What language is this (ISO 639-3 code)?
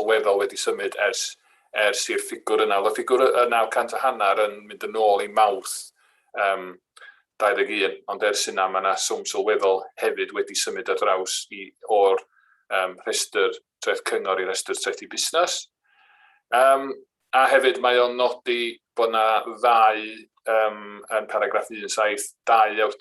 cym